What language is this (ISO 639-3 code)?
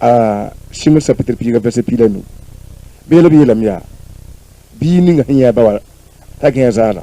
mos